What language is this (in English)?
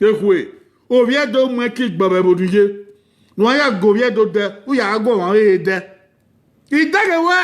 Bini